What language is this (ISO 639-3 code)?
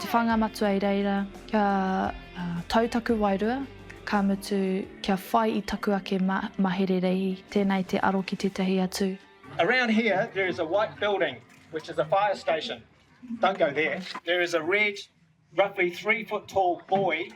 mri